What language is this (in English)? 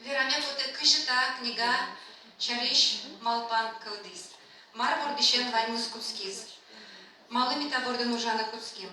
Udmurt